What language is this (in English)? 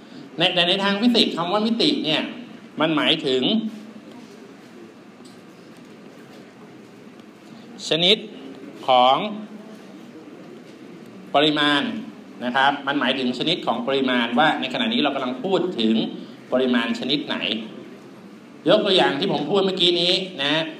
Thai